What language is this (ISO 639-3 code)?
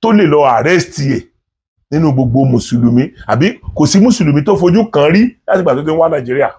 yor